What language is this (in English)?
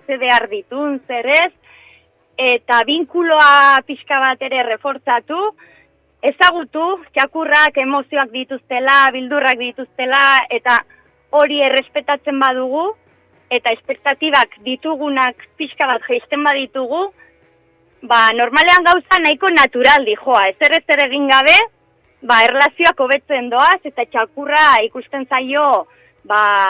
Basque